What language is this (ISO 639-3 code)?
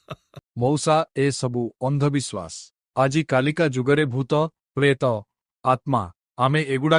ori